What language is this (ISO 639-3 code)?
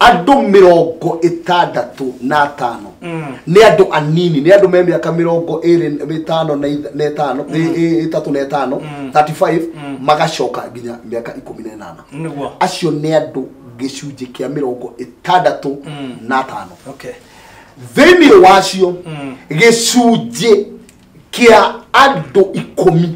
kik